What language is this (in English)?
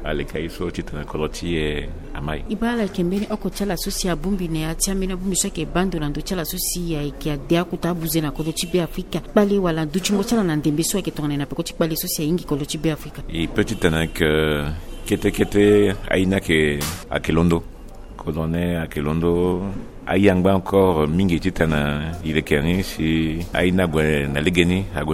Sango